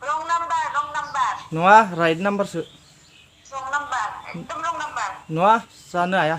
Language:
Bodo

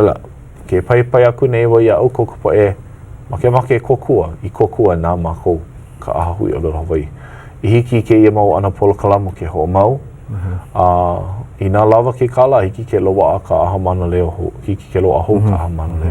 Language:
Hawaiian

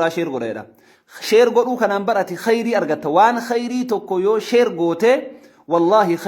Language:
Oromo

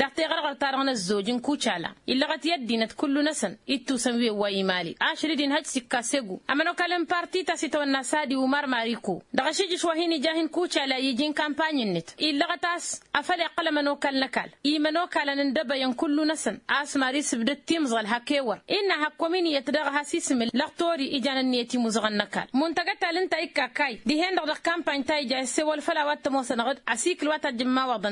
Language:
Tamasheq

